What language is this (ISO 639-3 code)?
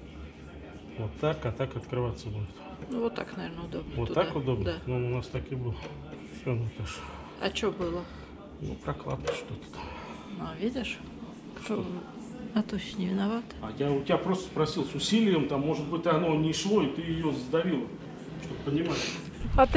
rus